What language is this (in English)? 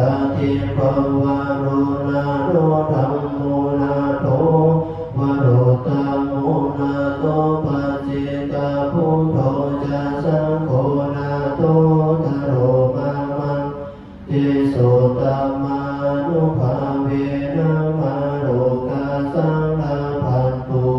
Pali